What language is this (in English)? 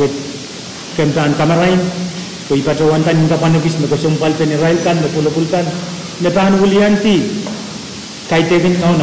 Pohnpeian